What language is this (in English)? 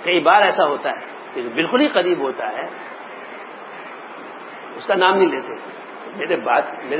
Urdu